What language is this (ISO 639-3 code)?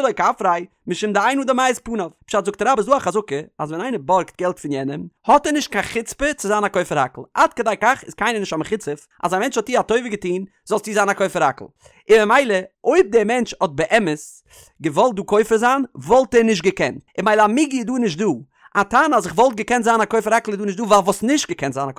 yid